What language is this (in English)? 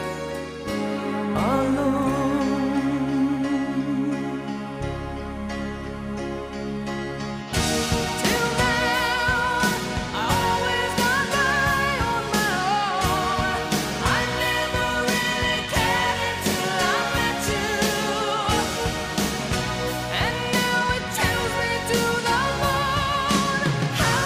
English